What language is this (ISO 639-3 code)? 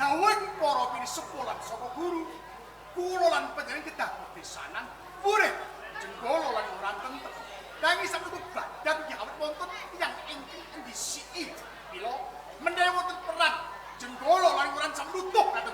jav